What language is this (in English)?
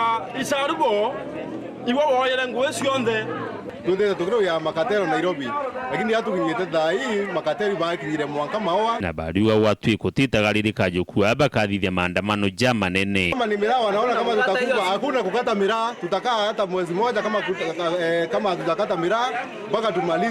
Meru